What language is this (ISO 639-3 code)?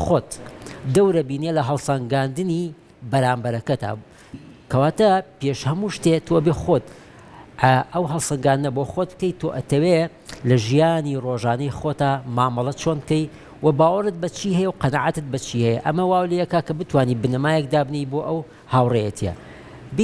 ckb